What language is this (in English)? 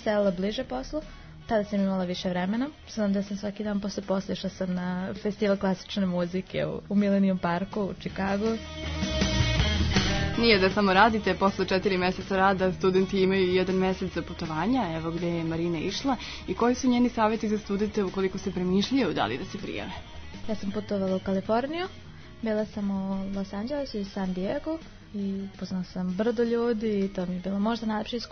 Serbian